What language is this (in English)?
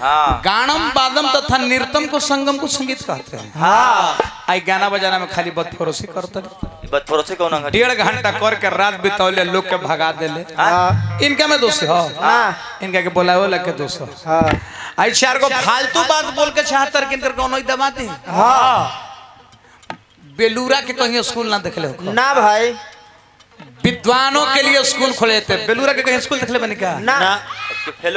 Bhojpuri